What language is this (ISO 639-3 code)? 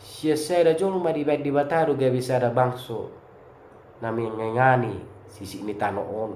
bbc